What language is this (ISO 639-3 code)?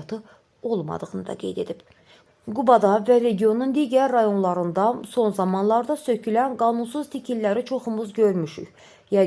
aze